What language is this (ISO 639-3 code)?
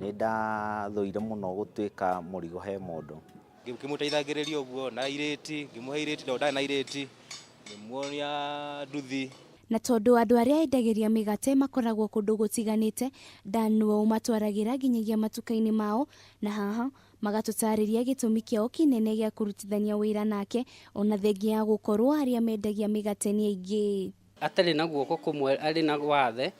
kik